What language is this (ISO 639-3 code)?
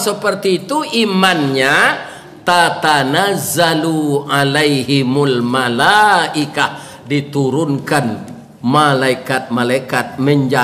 min